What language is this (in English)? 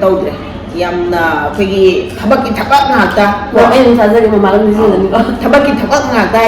Manipuri